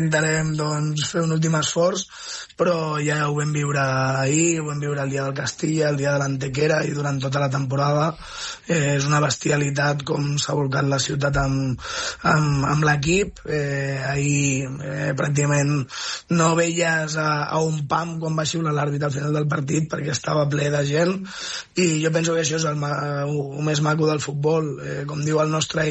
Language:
Catalan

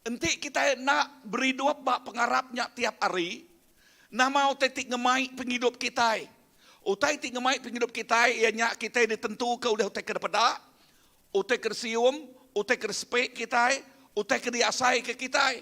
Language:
Iban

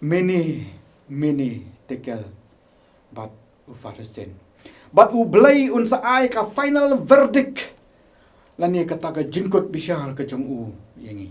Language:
Khasi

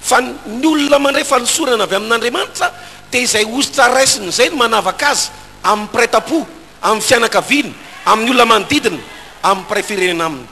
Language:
Malagasy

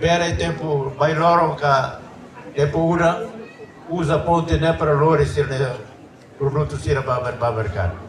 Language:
Tetum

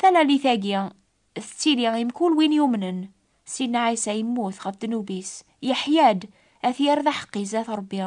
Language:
Kabyle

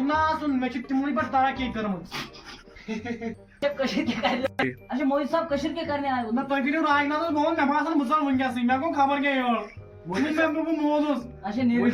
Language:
Kashmiri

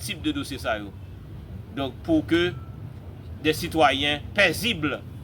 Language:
Haitian Creole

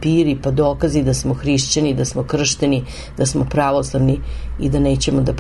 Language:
Serbian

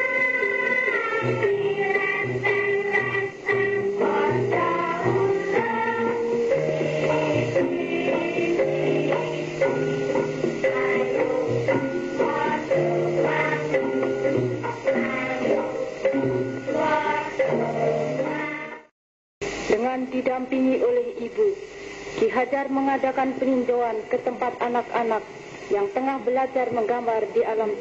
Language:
Indonesian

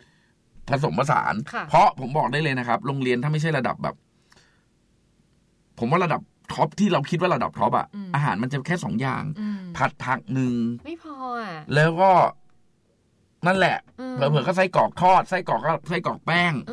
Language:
Thai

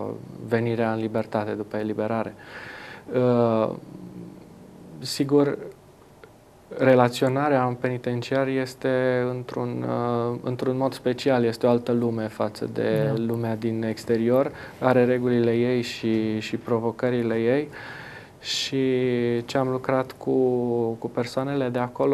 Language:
Romanian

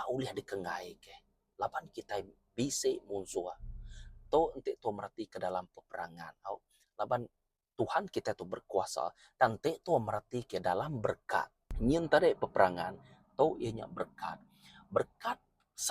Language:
Iban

